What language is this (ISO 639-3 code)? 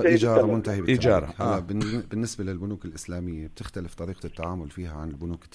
apc